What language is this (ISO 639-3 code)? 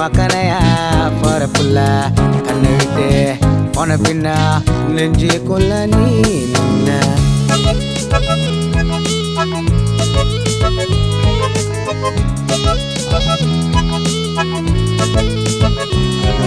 tam